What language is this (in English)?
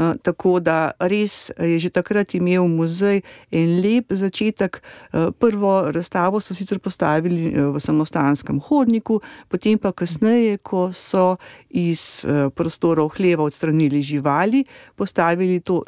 Slovenian